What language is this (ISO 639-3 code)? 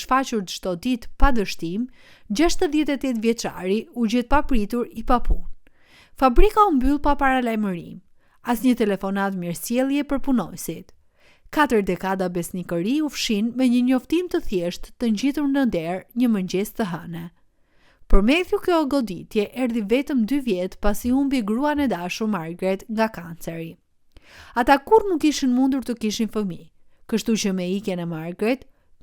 sqi